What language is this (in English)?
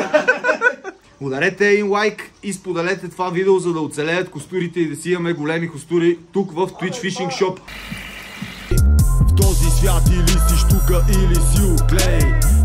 Bulgarian